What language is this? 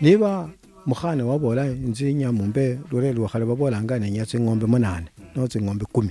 Luyia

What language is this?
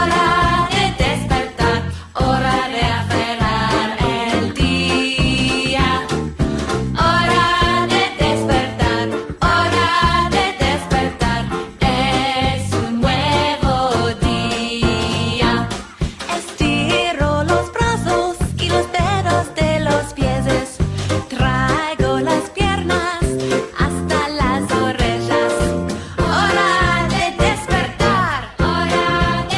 Ladino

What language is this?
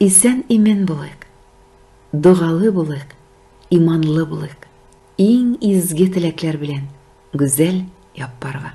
Tatar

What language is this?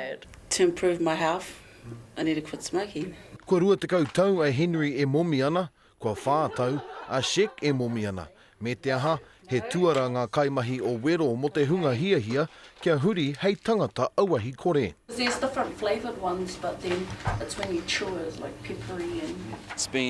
Māori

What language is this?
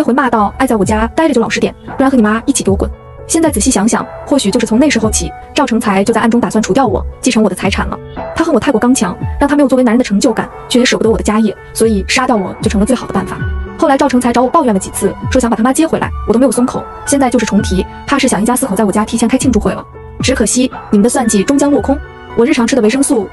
Chinese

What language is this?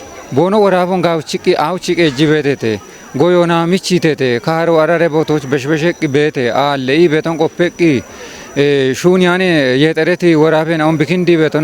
Kafa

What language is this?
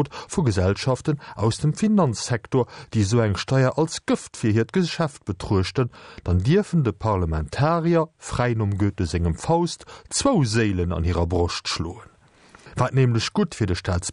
Luxembourgish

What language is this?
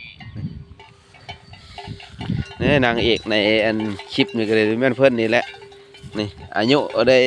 Lao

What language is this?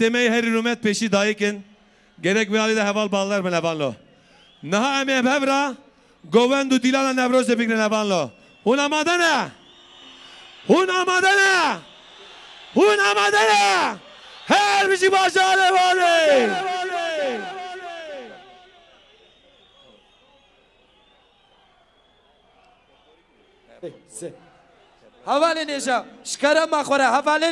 Kurdish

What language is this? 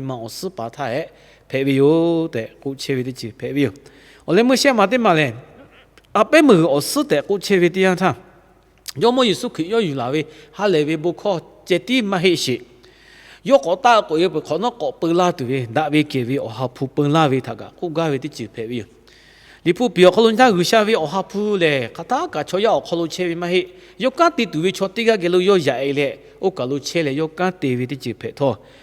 Lahu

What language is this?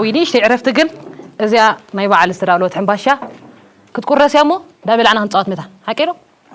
Tigrinya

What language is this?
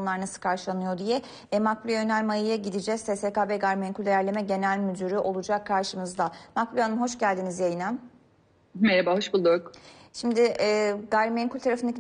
Turkish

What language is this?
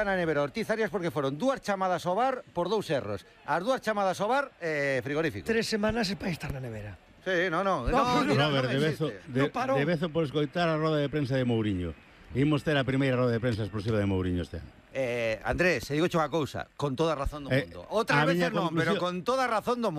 Galician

